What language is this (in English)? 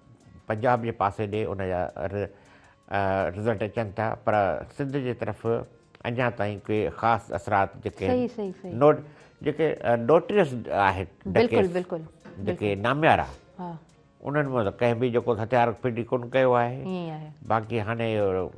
Sindhi